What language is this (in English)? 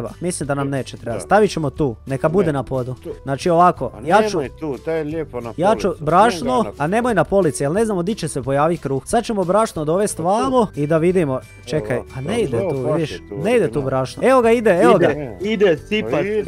Croatian